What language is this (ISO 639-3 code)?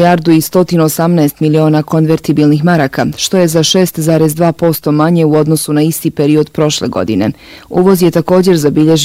bos